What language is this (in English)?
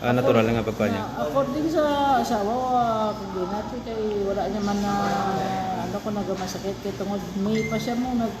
Hiligaynon